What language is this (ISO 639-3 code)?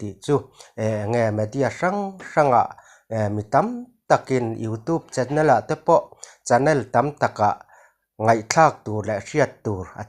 lus